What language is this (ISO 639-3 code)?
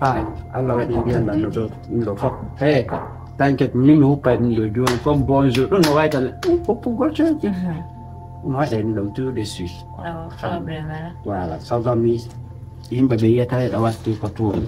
ful